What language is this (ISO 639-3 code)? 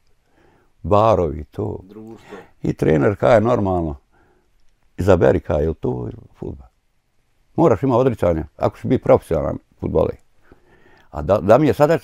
bos